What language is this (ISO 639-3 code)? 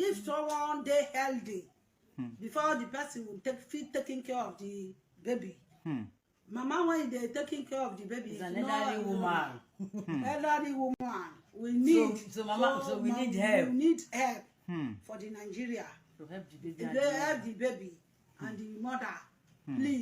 yor